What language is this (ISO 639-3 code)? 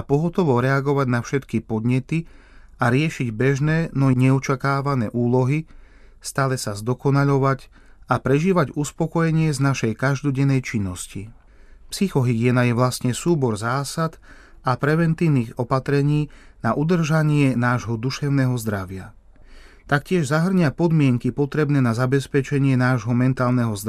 slk